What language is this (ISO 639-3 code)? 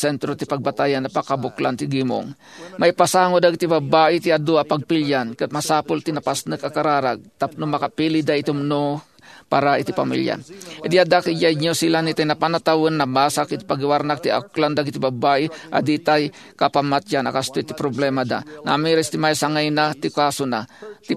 ilo